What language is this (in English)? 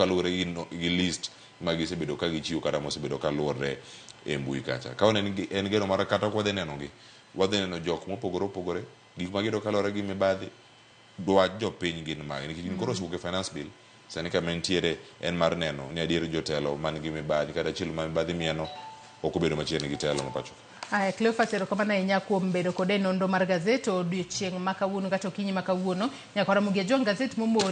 Luo (Kenya and Tanzania)